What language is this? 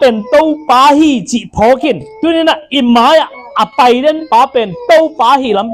Tedim Chin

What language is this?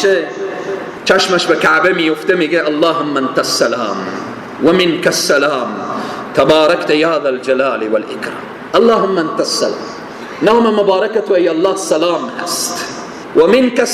Persian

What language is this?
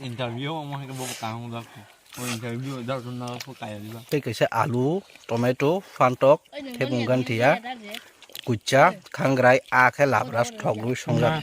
Kok Borok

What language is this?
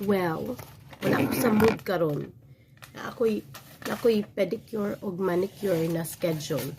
Cebuano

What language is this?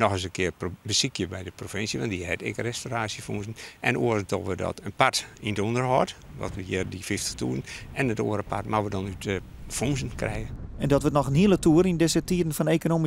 Western Frisian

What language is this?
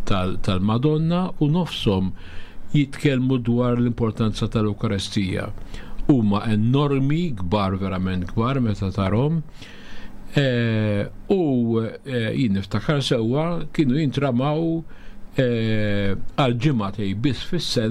Maltese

